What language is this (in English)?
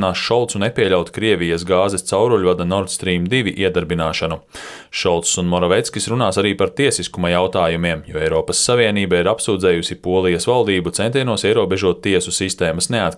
Latvian